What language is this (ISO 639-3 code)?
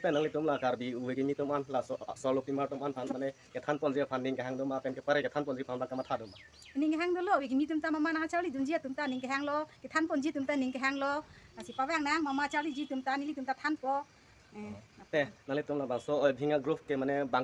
mjw